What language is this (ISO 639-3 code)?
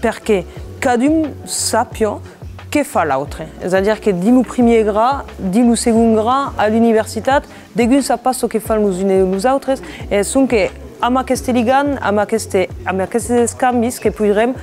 oci